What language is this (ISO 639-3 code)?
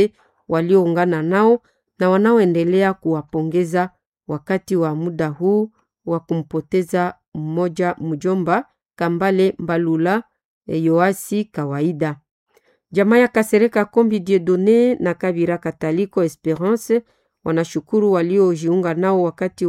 swa